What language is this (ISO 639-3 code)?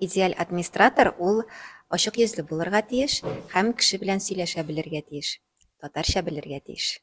tat